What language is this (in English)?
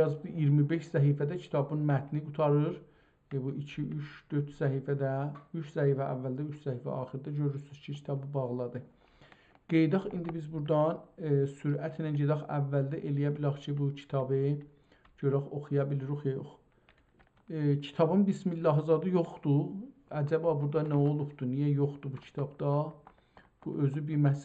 South Azerbaijani